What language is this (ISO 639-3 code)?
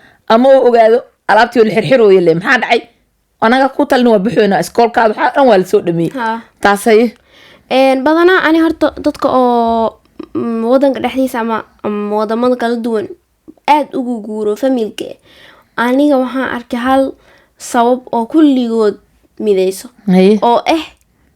som